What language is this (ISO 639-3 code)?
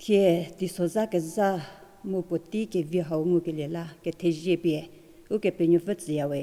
njm